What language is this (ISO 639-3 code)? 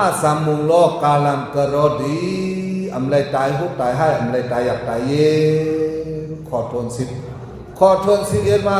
shn